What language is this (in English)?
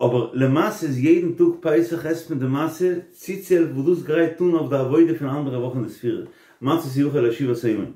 Yiddish